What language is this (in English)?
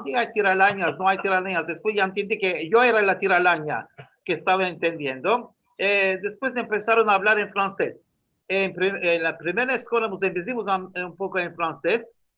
Ladino